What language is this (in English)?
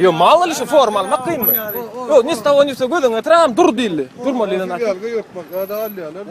Turkmen